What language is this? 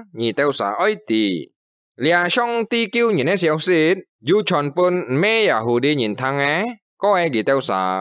Hakka Chinese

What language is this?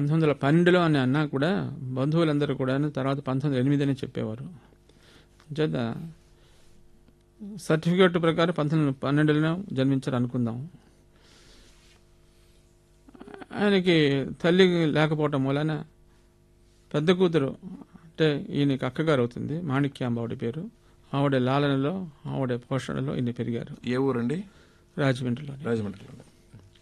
Telugu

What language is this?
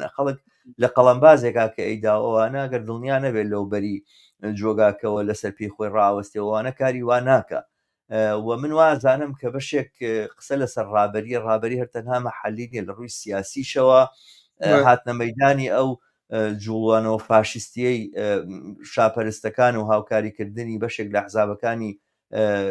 Central Kurdish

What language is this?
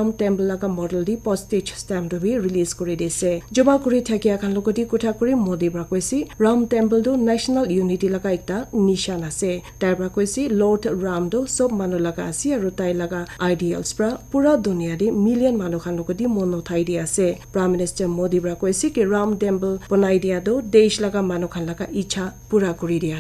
Naga Pidgin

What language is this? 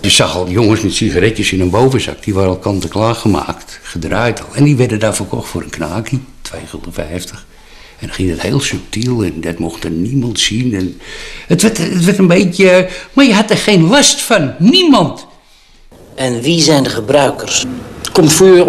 Dutch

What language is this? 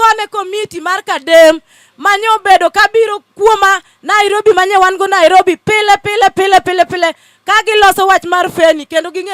Luo (Kenya and Tanzania)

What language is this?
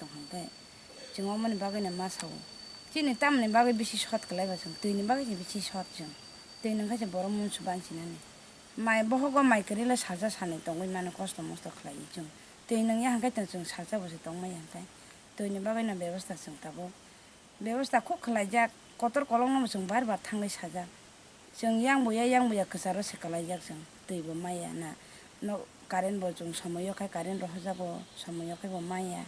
Kok Borok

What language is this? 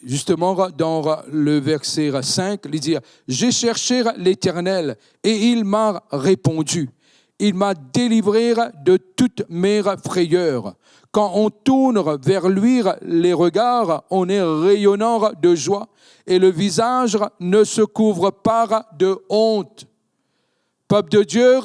Morisyen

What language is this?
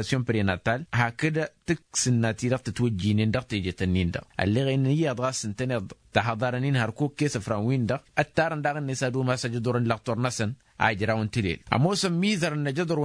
Tamasheq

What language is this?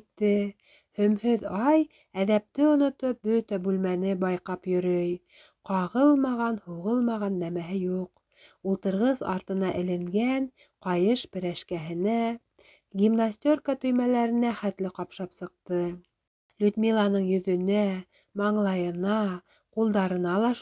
Bashkir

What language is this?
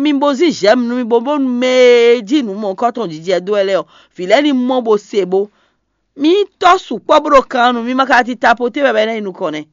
Fon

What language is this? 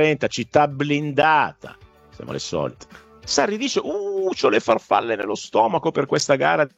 Italian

